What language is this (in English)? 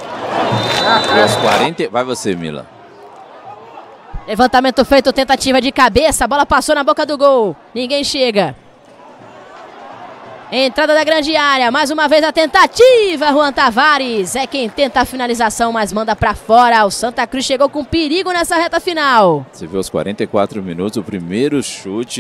Portuguese